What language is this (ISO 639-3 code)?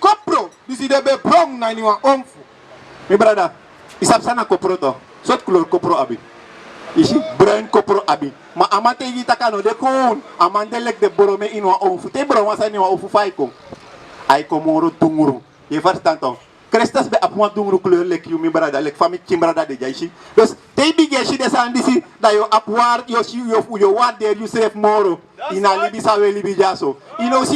srn